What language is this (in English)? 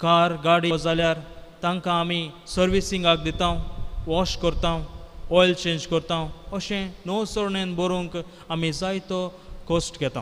Konkani